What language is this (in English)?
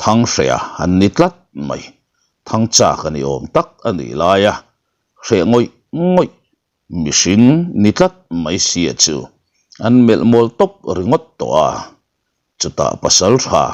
Mizo